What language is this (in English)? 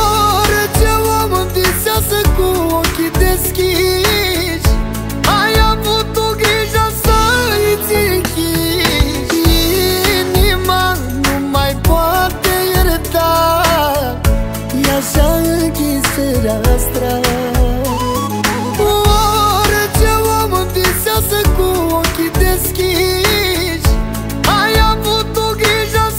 Romanian